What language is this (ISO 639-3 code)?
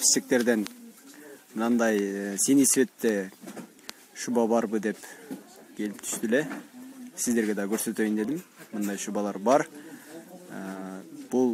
kir